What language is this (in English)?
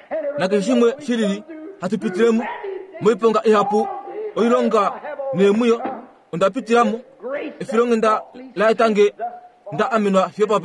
Kuanyama